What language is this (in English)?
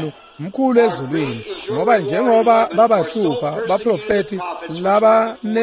Swati